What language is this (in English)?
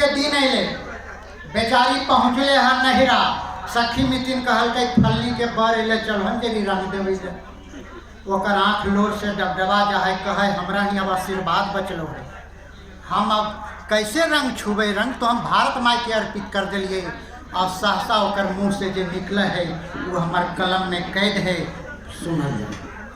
Magahi